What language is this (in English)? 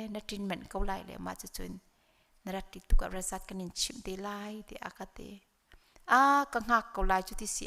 Hakha Chin